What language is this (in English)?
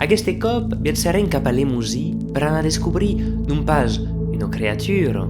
Occitan